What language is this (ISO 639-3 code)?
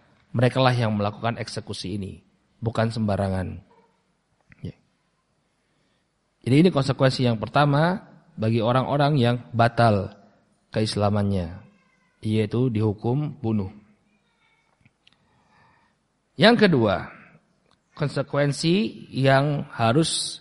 ind